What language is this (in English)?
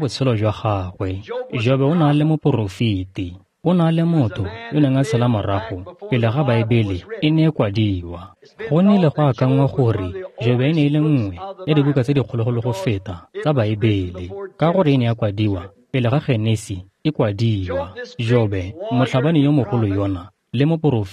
Tswana